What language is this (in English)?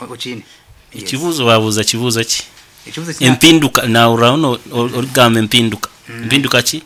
Nyoro